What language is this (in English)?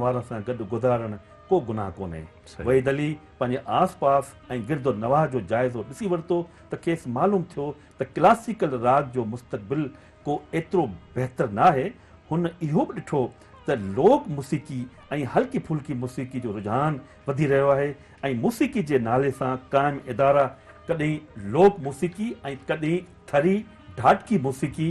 Sindhi